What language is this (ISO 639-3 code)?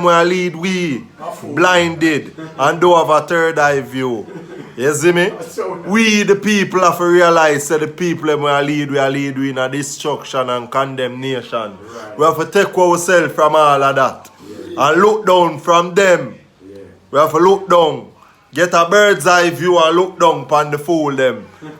jam